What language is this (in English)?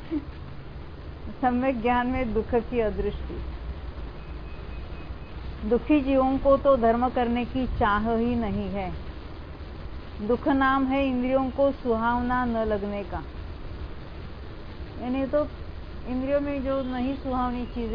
Hindi